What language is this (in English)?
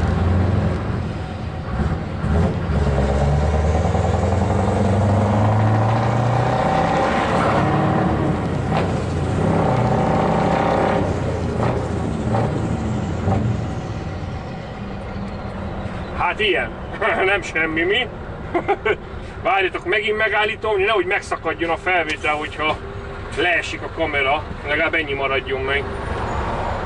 Hungarian